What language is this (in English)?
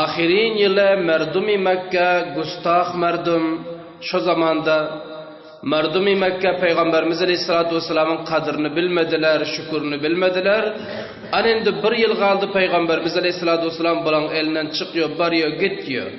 Turkmen